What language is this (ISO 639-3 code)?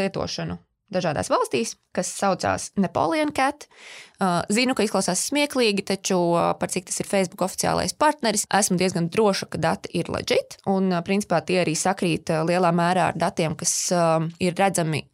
lav